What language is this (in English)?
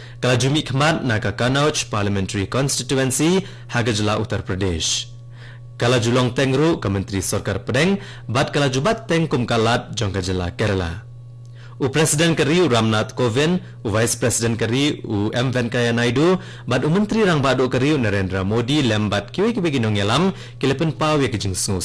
Khasi